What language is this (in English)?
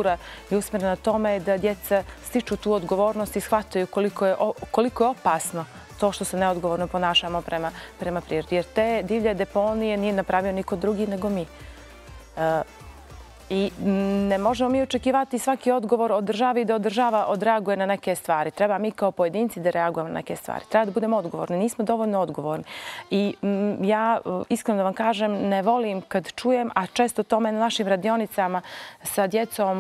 Bosnian